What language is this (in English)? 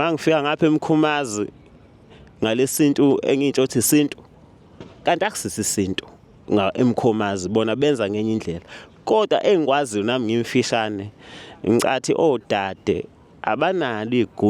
Zulu